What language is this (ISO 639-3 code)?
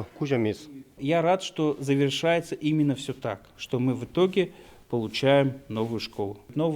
udm